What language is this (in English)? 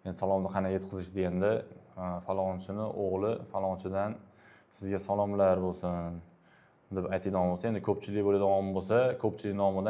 Uzbek